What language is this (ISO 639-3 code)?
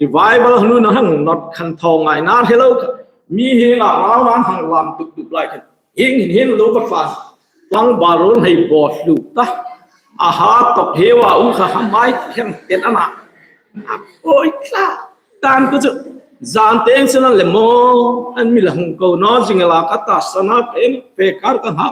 hmr